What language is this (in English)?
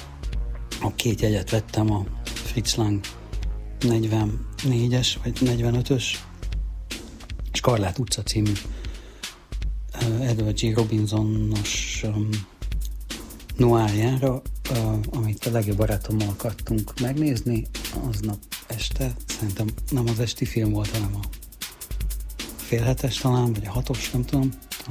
Hungarian